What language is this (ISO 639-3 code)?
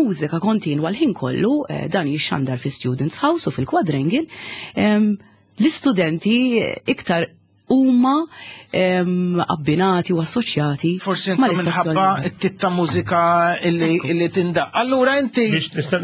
mlt